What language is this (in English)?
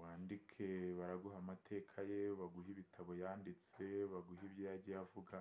Kinyarwanda